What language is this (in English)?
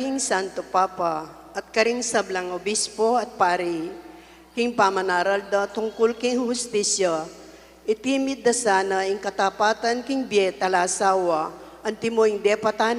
Pampanga